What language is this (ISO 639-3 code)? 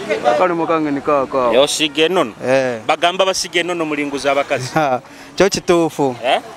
nyo